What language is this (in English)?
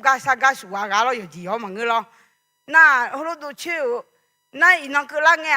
Akha